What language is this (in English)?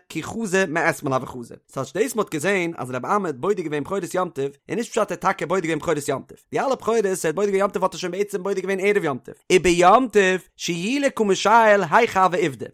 Yiddish